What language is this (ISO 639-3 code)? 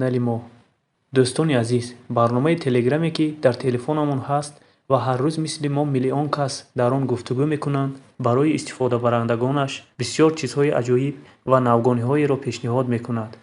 tgk